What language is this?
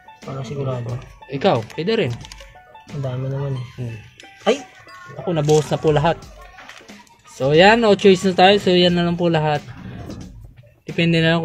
Filipino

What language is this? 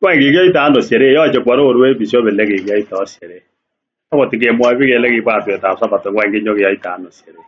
Kalenjin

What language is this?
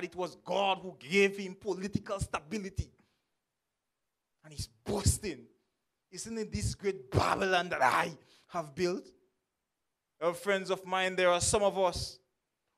English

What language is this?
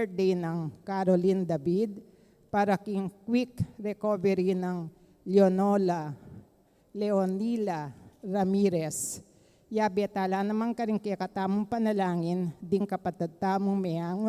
Pampanga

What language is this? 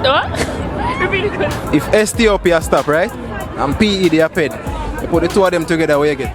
Jamaican Creole English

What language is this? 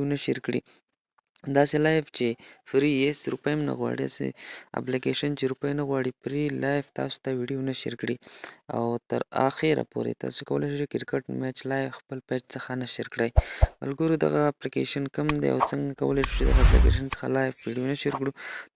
Pashto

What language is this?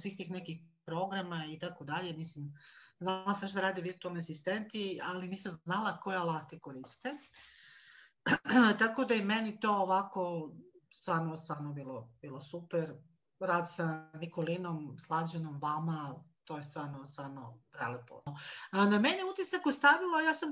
Serbian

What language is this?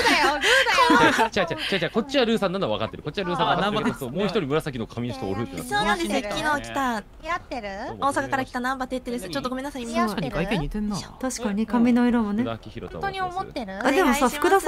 Japanese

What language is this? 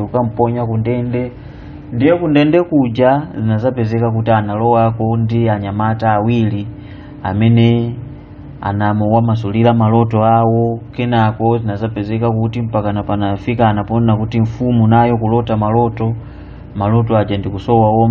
Nyanja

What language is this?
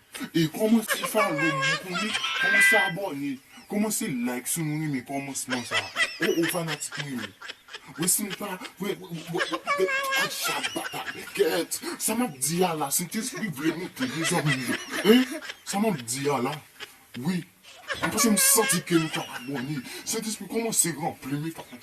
Haitian Creole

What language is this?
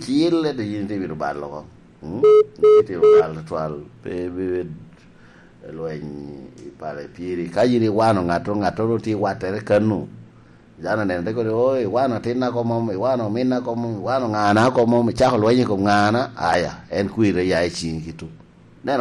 Lango (Uganda)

